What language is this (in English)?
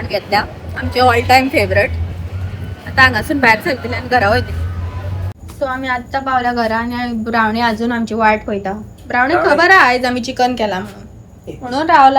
Konkani